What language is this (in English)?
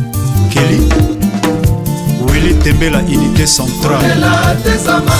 Lingala